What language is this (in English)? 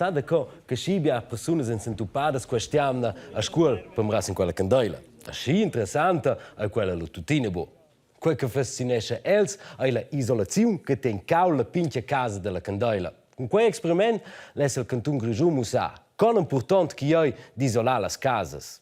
Romansh